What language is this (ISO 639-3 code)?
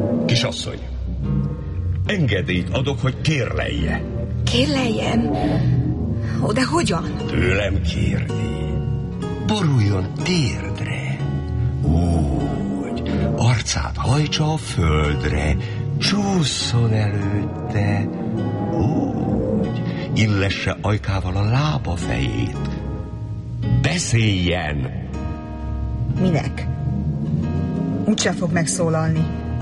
hun